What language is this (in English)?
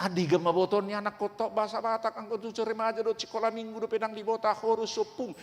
Batak Toba